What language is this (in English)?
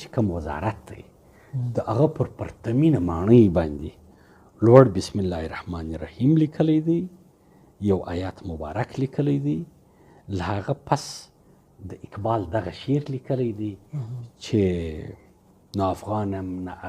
Pashto